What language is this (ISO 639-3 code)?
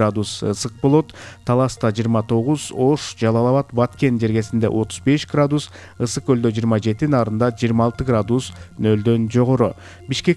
kir